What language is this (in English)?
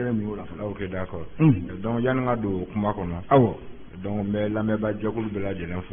Bambara